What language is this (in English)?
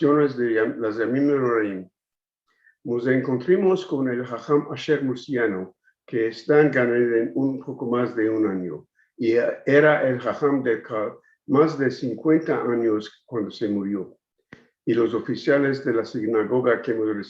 Ladino